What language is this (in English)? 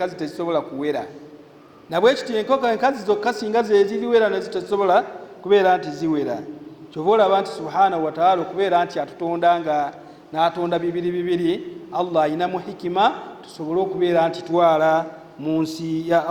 Ganda